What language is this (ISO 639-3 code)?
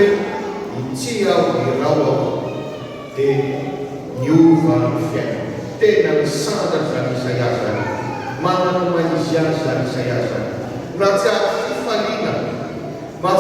mlg